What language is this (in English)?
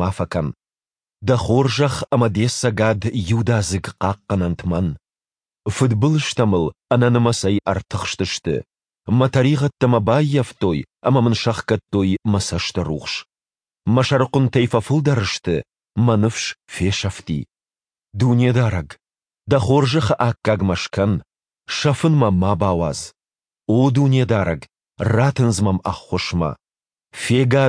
Ossetic